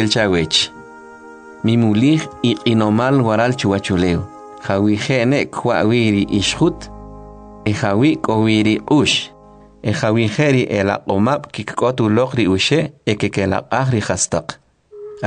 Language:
Kʼicheʼ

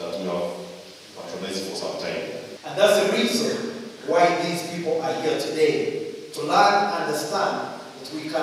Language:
Nyankole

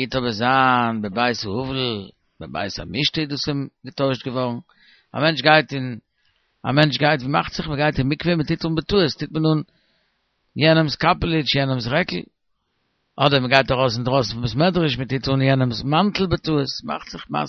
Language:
Yiddish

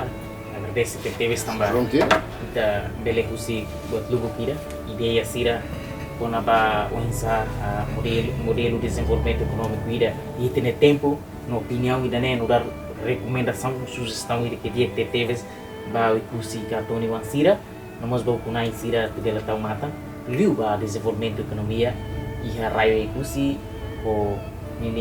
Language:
Tetum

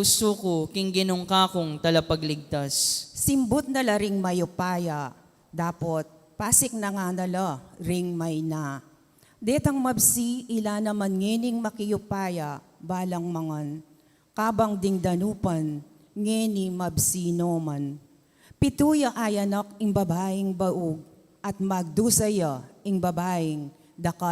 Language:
Pampanga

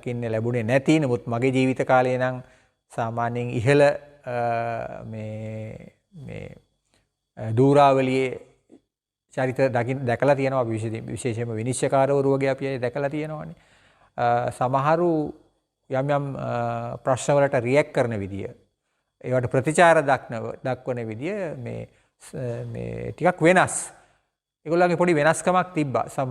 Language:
Sinhala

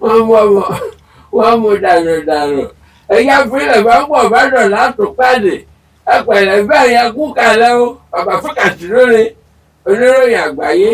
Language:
Yoruba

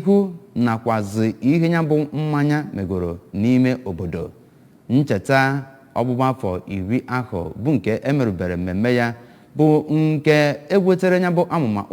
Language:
Igbo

